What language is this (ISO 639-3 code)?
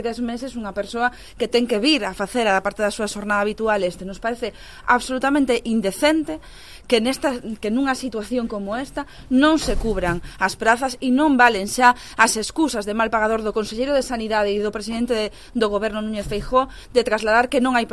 glg